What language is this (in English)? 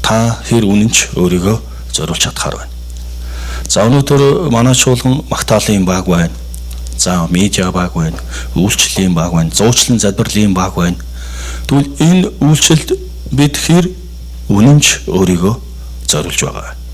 Mongolian